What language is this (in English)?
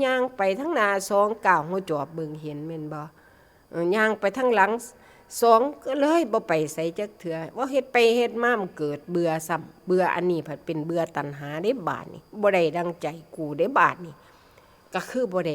Northeastern Thai